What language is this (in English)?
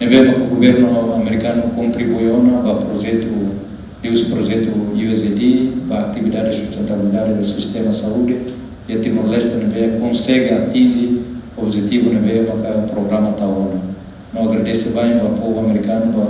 Tetum